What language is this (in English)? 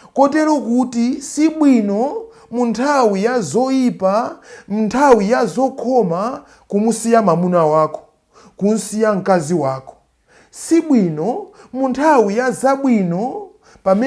Nyanja